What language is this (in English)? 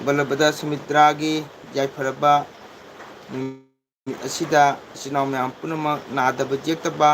Manipuri